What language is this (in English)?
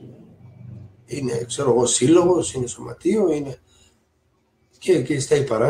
Greek